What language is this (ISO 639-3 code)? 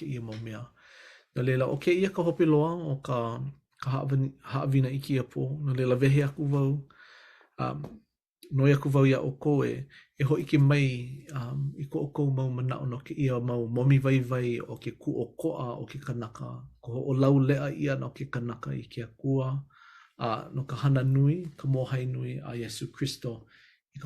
haw